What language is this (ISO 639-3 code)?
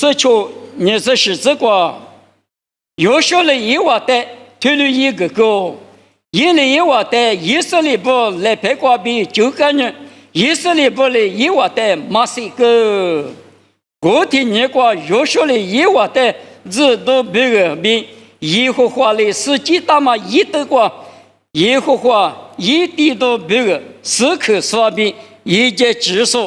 lis